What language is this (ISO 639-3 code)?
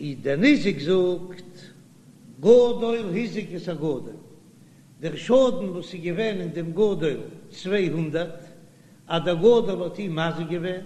yid